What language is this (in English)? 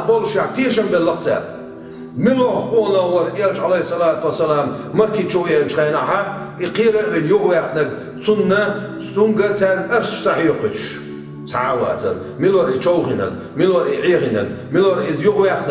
Chechen